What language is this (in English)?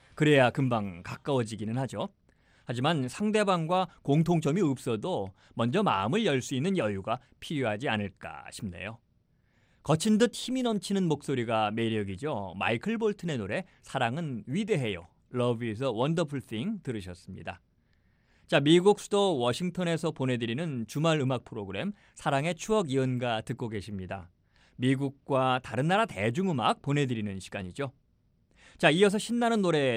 Korean